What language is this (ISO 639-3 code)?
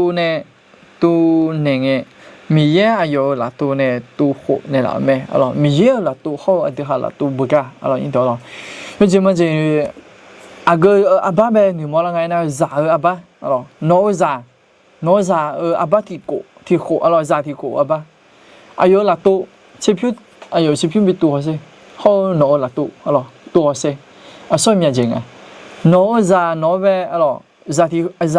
ahk